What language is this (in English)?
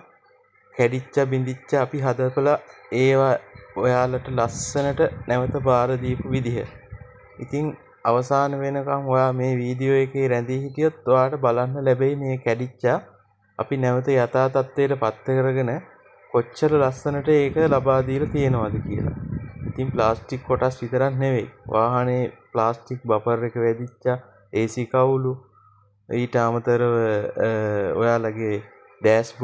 Sinhala